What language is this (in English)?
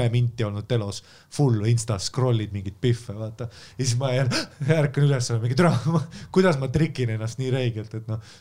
Estonian